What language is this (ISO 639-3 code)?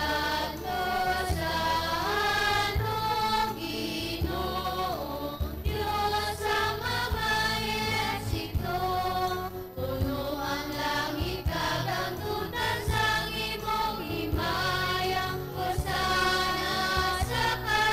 hil